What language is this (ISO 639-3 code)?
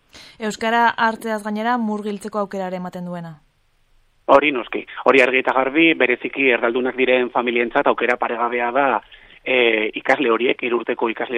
eus